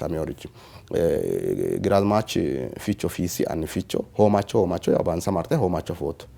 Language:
Sidamo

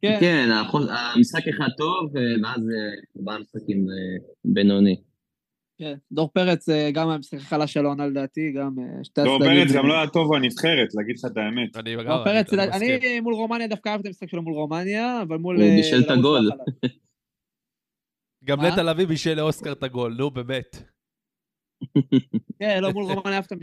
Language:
Hebrew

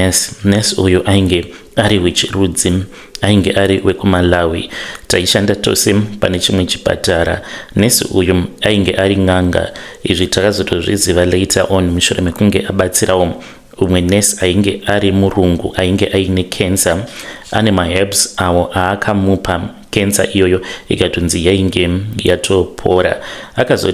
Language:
Shona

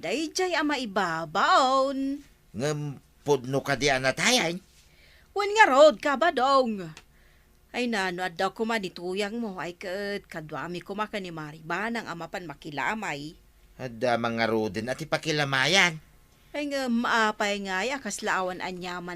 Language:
Iloko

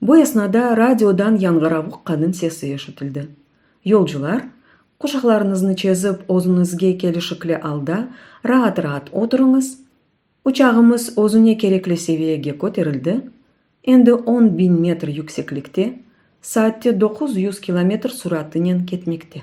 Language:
Crimean Tatar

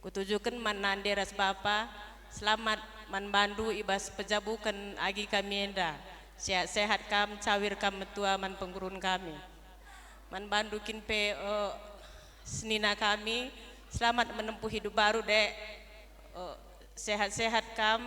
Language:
Batak Karo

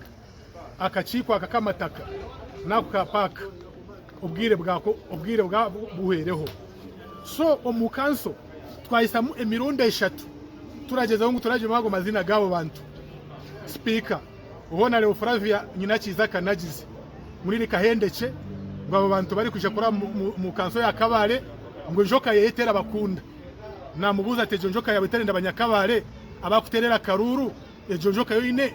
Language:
Nyankole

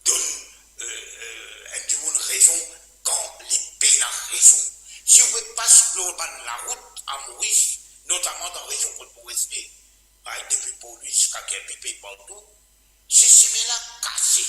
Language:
Morisyen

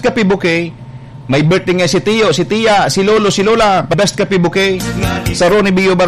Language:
Bikol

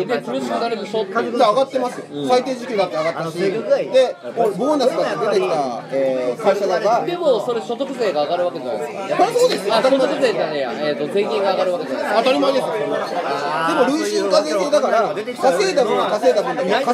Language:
Japanese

